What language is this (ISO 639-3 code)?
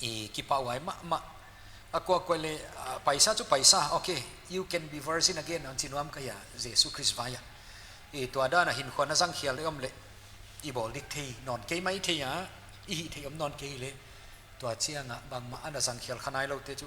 pck